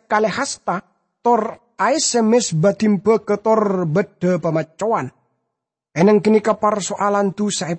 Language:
Madurese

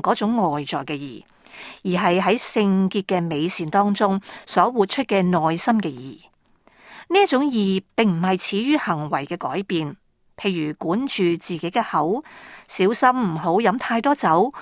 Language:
Cantonese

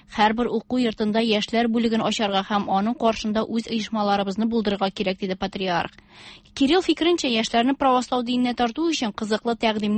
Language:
Tatar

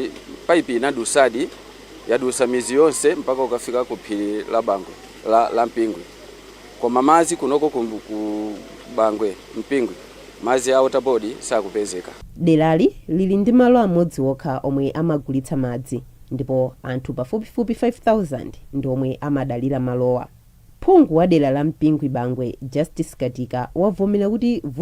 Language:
Nyanja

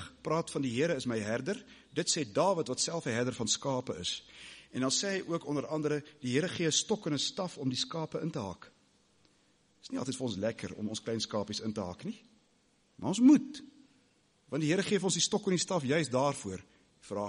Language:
Afrikaans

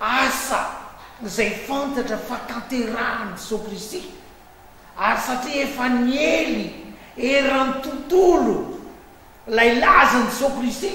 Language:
Malagasy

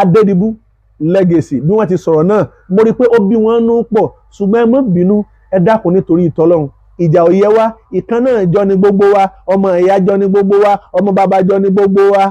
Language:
Yoruba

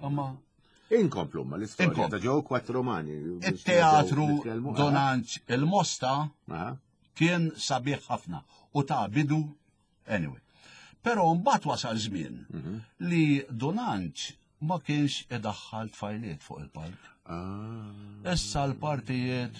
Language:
Maltese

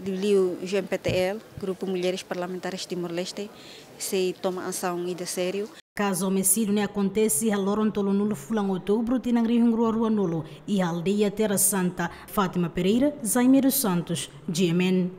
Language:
Tetum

